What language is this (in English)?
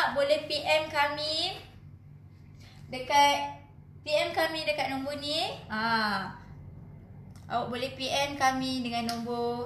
Malay